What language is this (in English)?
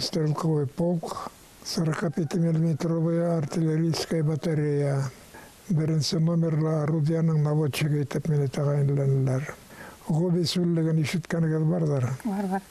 Bashkir